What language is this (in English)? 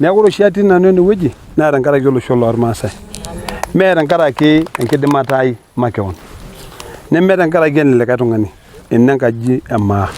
Masai